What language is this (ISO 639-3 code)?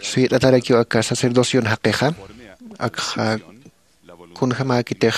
aym